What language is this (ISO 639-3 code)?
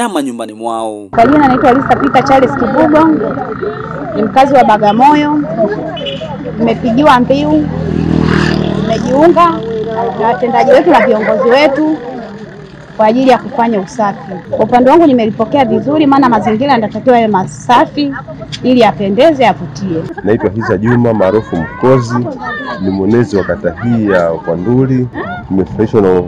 swa